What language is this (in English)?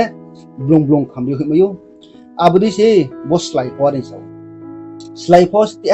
Riang (India)